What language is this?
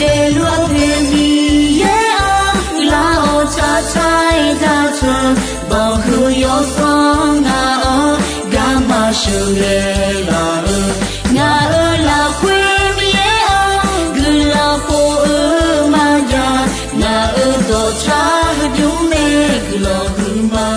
Akha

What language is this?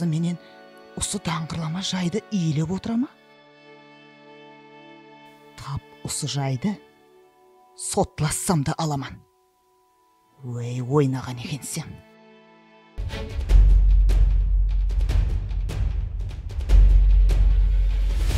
Kara-Kalpak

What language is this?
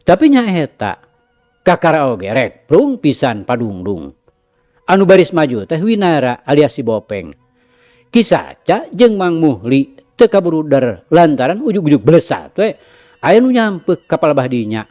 Sundanese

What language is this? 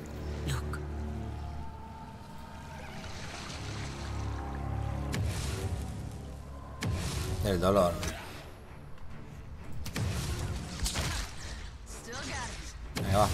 Spanish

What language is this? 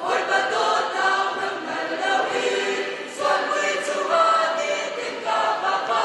Hakha Chin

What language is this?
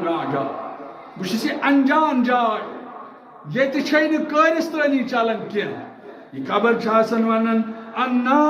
Kashmiri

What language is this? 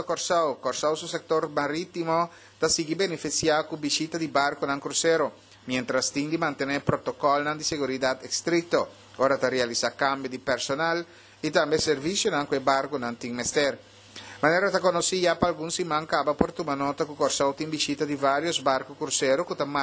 Papiamento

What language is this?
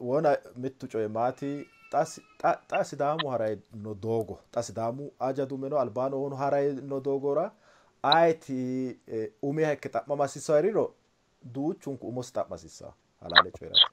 Sidamo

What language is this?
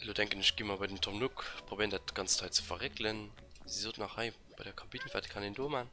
Luxembourgish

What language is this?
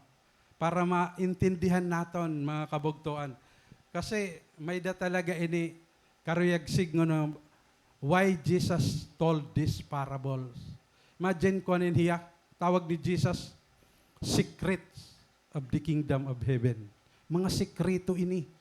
Waray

